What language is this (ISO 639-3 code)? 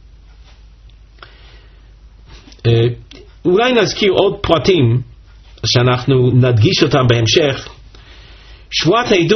heb